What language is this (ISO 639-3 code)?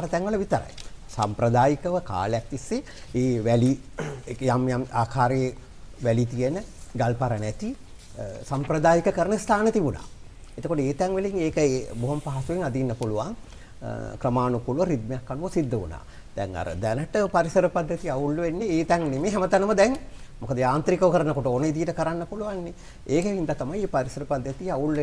sin